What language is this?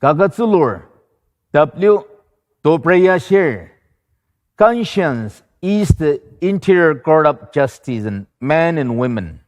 Ao Naga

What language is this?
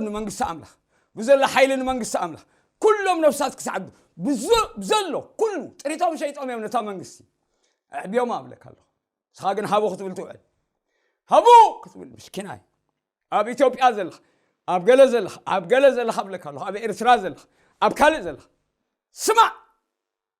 Tigrinya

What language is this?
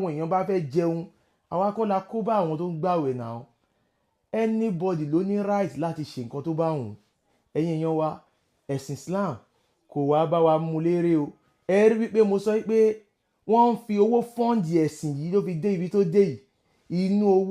Yoruba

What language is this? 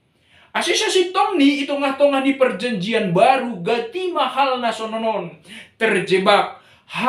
Batak Simalungun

